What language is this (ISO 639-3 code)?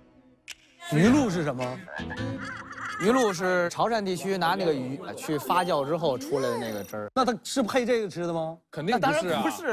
zho